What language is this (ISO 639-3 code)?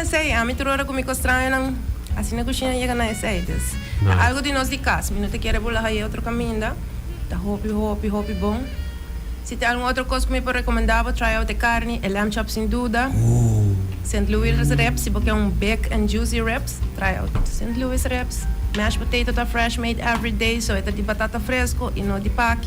pap